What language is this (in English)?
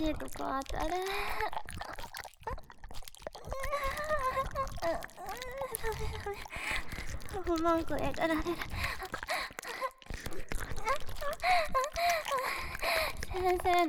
Japanese